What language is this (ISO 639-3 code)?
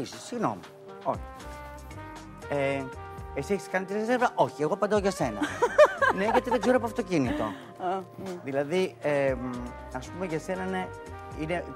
ell